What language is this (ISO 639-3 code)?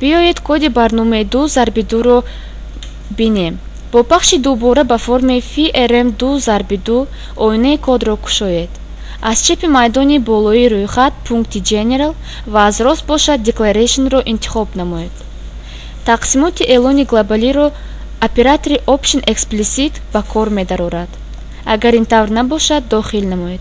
tgk